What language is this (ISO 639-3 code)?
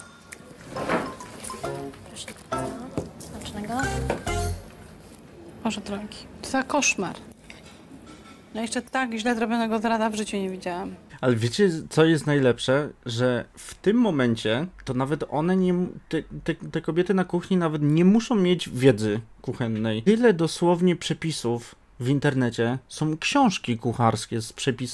pol